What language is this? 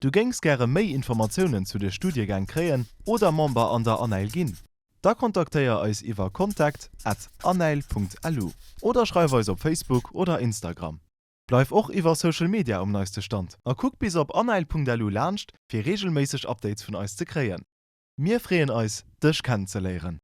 Luxembourgish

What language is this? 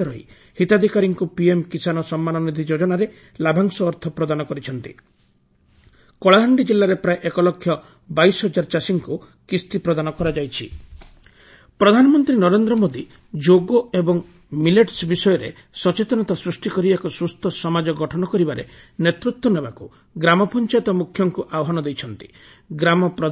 Odia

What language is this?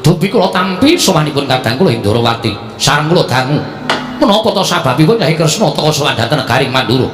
Javanese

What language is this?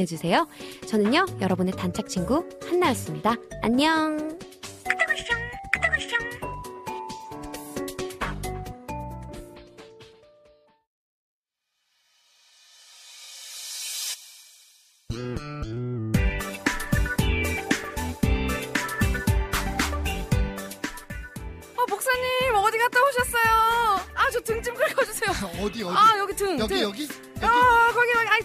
Korean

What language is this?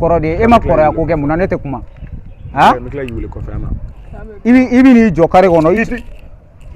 Bambara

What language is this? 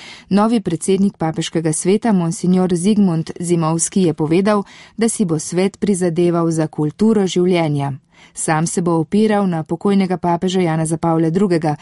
Slovenian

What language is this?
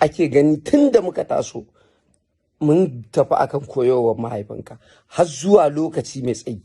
Hausa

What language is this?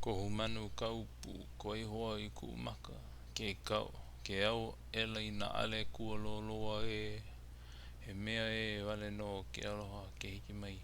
Hawaiian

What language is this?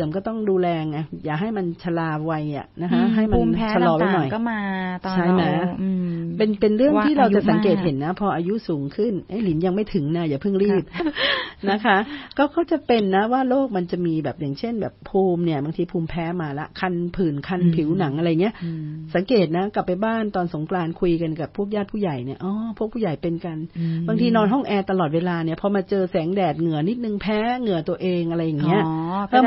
Thai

